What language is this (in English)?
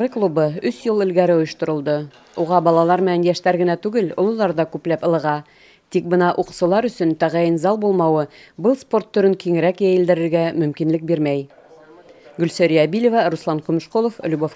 Bashkir